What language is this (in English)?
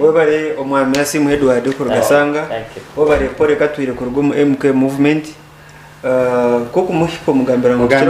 Nyankole